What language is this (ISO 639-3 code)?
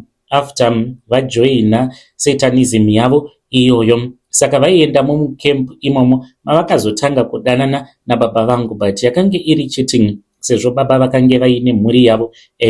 sna